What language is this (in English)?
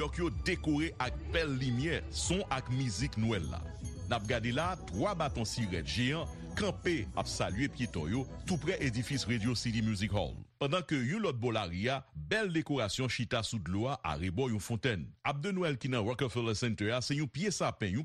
Haitian Creole